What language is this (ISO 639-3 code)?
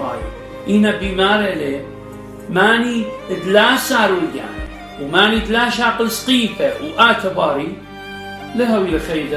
aii